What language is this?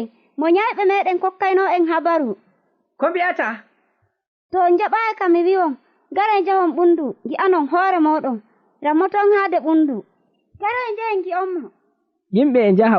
Nigerian Fulfulde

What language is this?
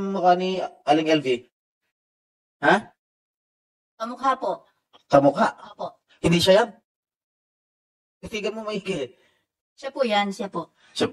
Filipino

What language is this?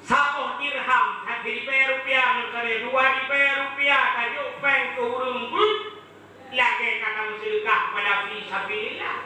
Achinese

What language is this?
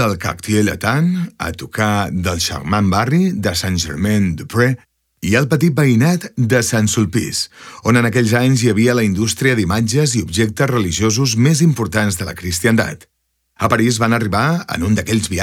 Catalan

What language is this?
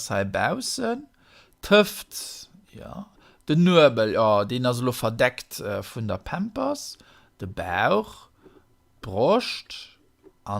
Luxembourgish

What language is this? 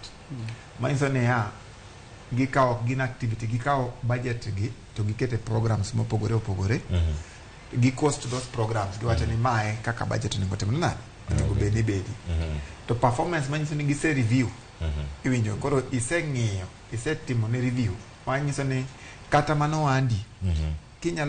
Luo (Kenya and Tanzania)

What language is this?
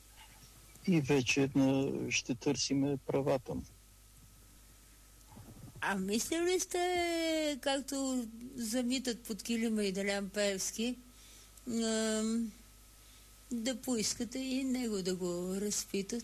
Bulgarian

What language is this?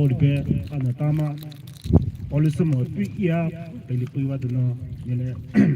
Poumei Naga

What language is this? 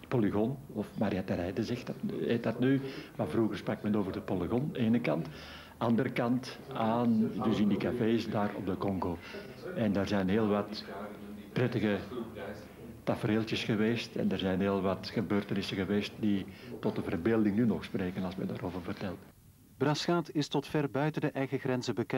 Dutch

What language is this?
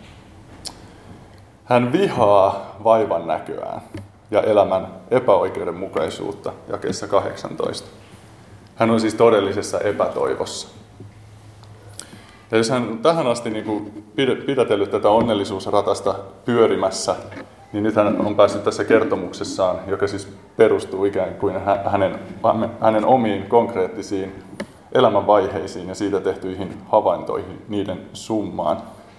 Finnish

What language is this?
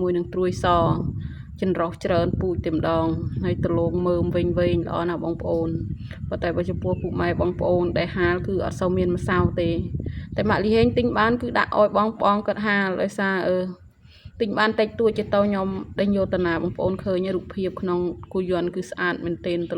Khmer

